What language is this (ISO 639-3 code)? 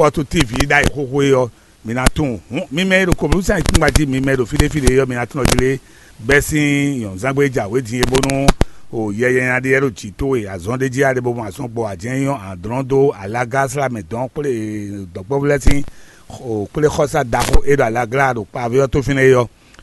fon